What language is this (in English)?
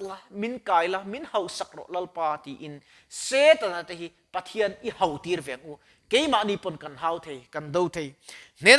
Mizo